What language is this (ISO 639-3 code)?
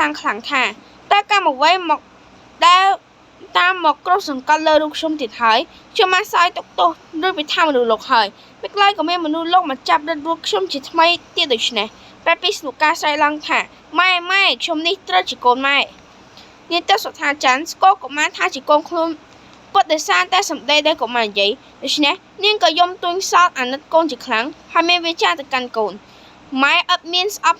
khm